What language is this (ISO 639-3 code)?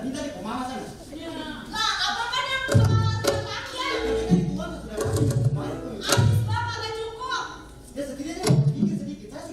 bew